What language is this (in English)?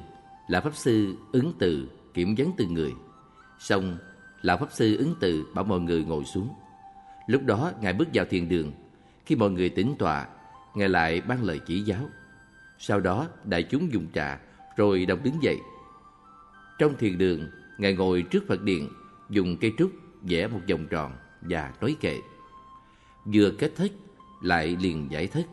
Vietnamese